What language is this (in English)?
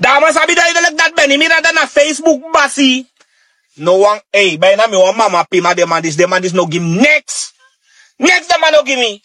Sranan Tongo